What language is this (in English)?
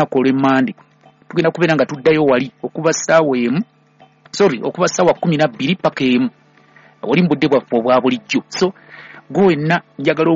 Ganda